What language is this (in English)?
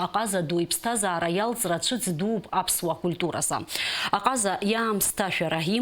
Abkhazian